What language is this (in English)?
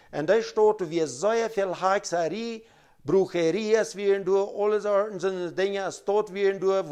Plautdietsch